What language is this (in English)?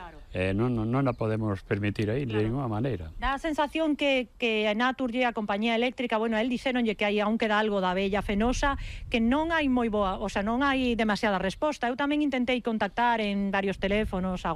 Galician